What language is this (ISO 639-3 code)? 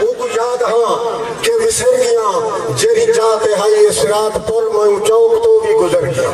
skr